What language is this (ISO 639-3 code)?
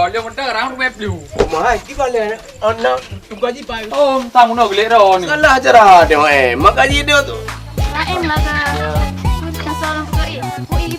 ace